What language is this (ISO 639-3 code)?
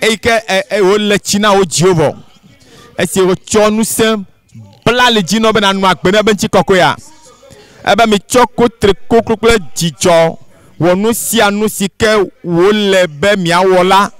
ewe